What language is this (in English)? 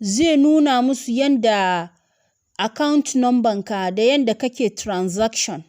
Hausa